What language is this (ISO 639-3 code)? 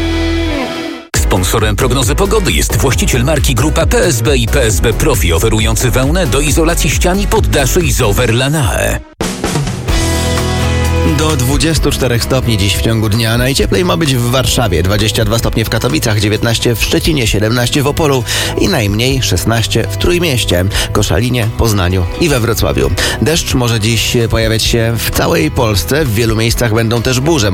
pol